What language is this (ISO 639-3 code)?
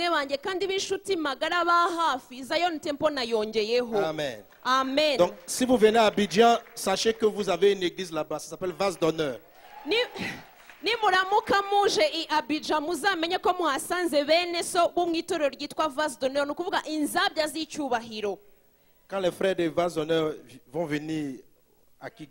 kin